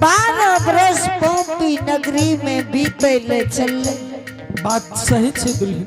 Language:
Angika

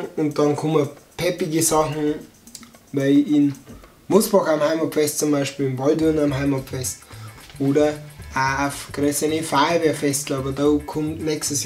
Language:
Bavarian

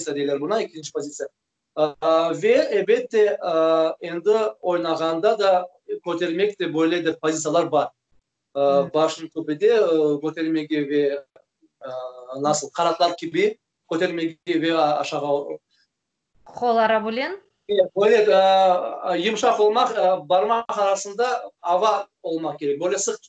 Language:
Crimean Tatar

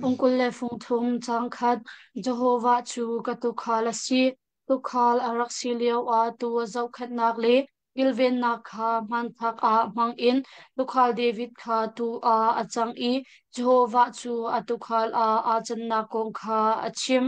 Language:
Hakha Chin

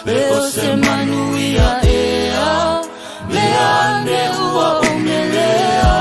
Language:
Samoan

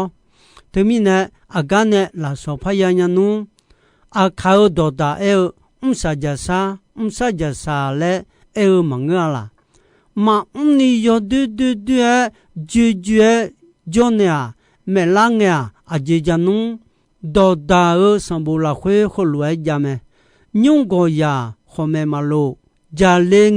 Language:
Akha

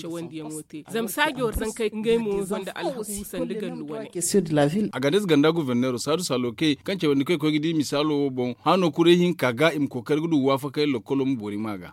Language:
Zarma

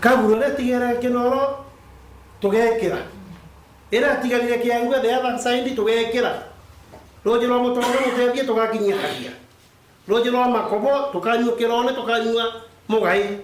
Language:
Meru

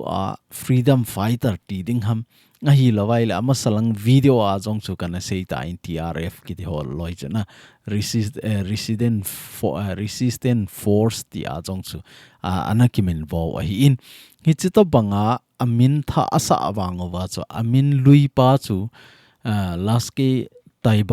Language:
Thado Chin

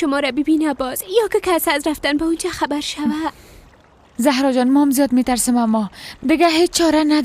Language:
Persian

